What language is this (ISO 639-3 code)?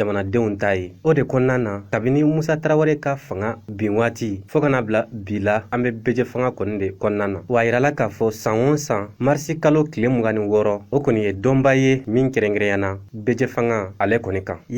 bam